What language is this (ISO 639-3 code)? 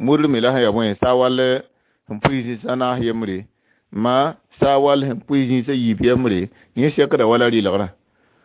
mos